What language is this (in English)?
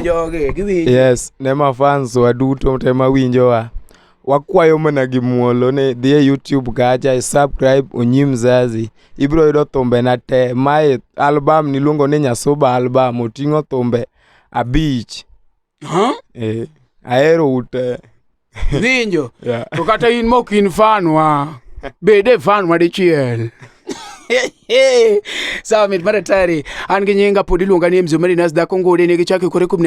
Luo (Kenya and Tanzania)